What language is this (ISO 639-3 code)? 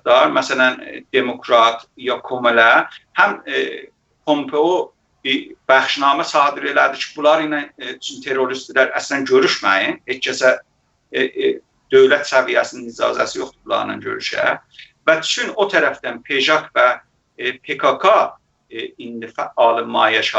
azb